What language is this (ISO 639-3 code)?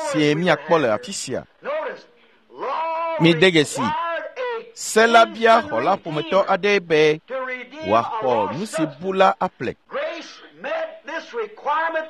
ewe